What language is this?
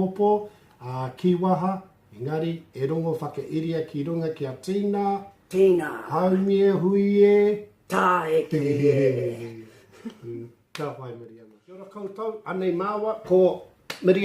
Māori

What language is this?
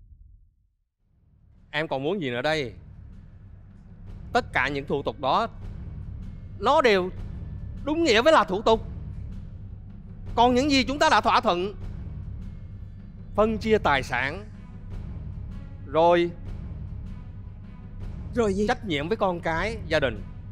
Vietnamese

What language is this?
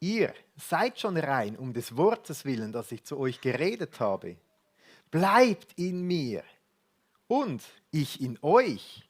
Swiss German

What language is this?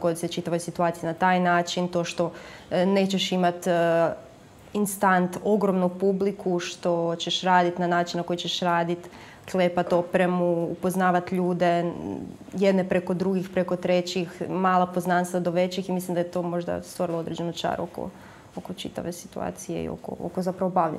Croatian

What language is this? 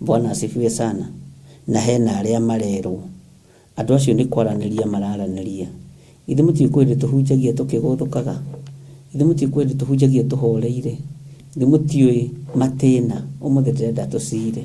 Kikuyu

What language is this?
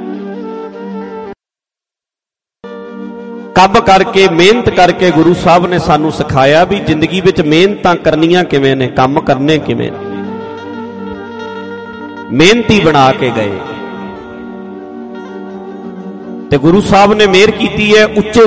Punjabi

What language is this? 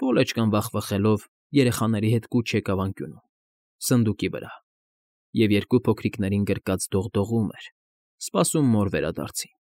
Armenian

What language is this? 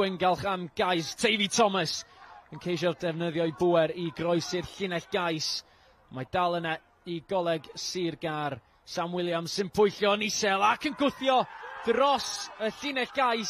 Welsh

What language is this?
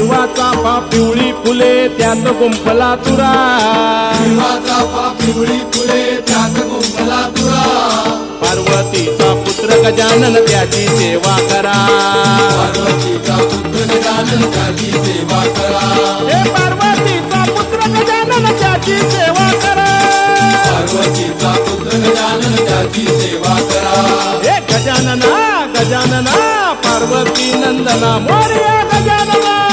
Marathi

